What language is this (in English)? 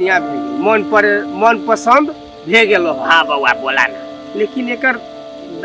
Maithili